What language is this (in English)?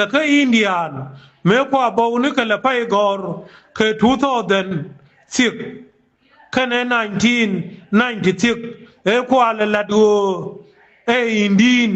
Nuer